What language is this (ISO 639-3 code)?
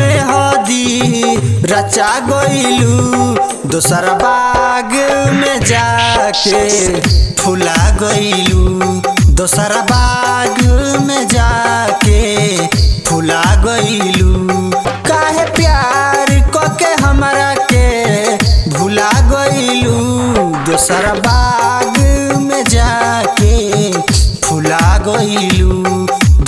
bho